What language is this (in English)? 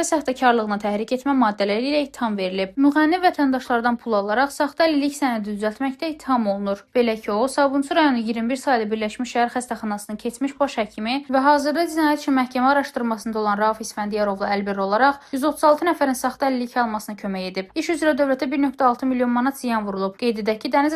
Azerbaijani